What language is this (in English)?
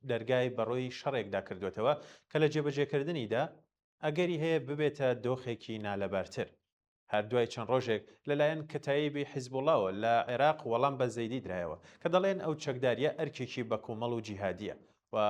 Central Kurdish